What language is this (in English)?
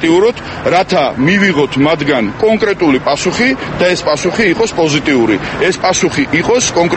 Georgian